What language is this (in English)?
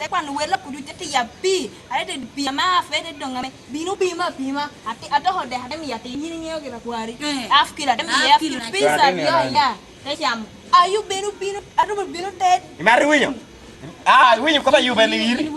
Lango (Uganda)